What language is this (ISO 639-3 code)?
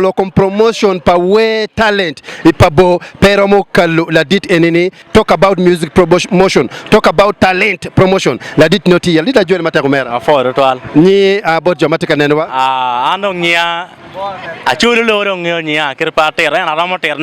ach